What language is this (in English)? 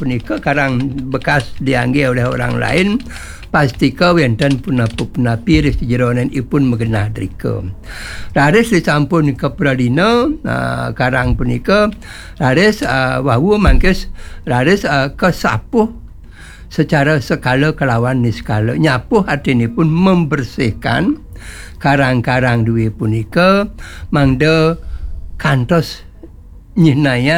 Balinese